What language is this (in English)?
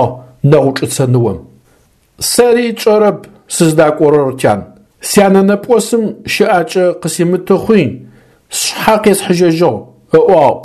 Adyghe